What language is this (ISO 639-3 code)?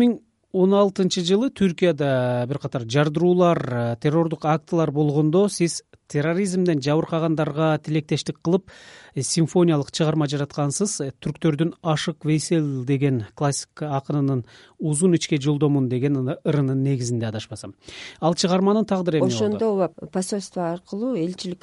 kir